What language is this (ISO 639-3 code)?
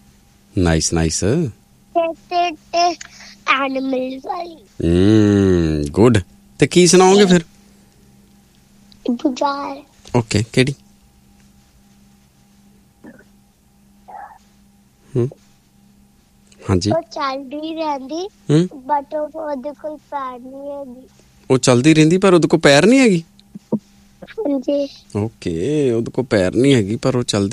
pan